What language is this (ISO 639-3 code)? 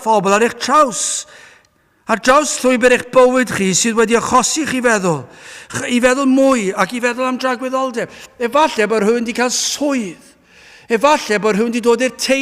cym